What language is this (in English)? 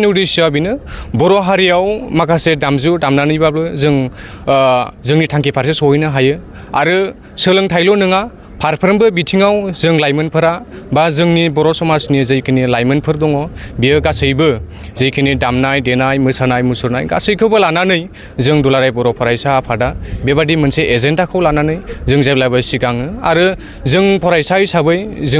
Bodo